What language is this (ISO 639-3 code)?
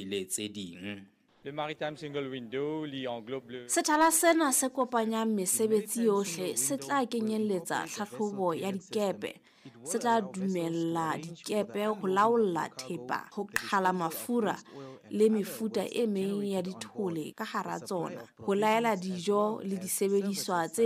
sot